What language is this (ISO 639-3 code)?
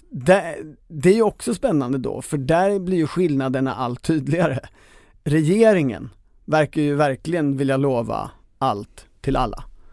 swe